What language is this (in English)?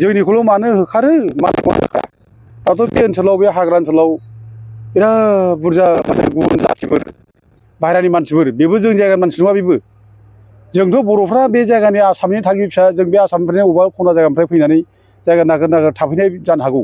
Bodo